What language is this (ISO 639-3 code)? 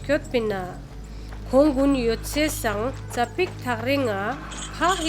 lbj